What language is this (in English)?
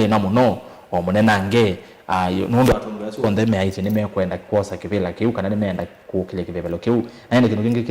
Kamba